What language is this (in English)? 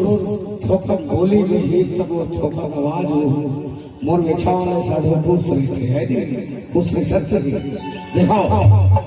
Chhattisgarhi